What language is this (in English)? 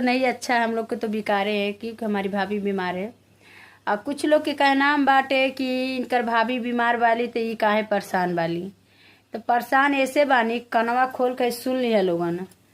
Bhojpuri